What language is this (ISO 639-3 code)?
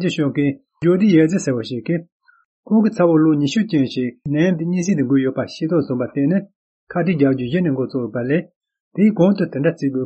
bod